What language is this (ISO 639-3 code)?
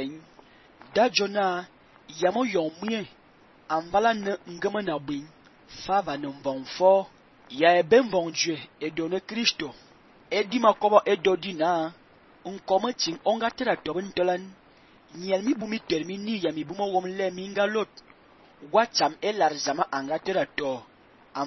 fan